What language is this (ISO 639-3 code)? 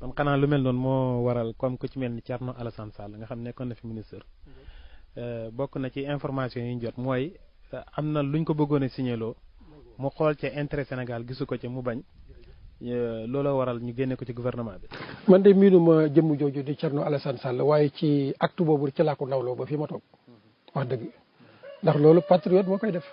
wol